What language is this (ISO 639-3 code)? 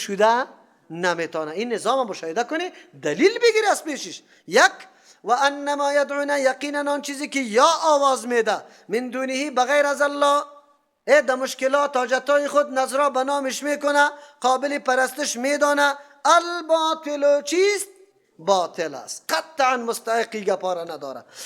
fas